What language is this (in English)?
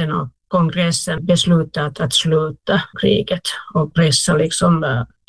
Swedish